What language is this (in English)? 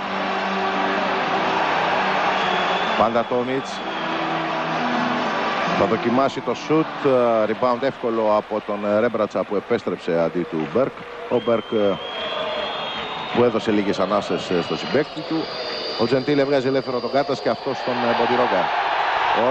Greek